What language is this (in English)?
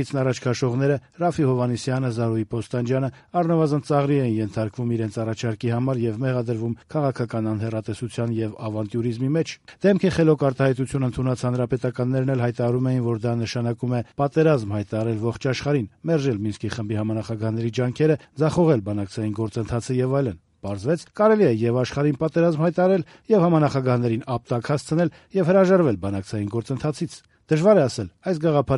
Armenian